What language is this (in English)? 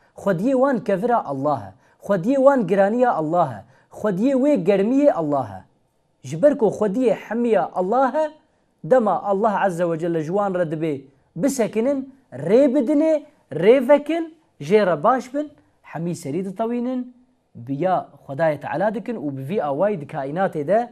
Kurdish